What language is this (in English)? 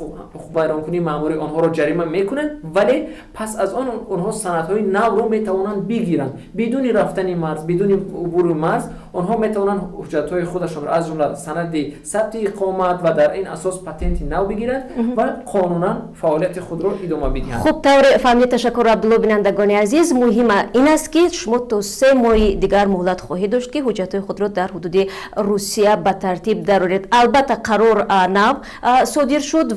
Tajik